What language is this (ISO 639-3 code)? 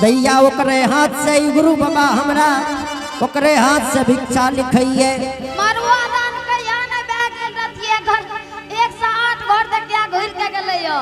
anp